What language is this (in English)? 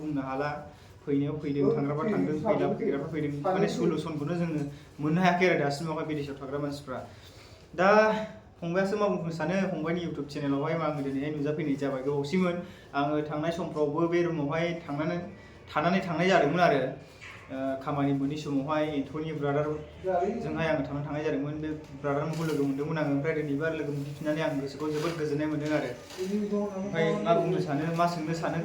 Bodo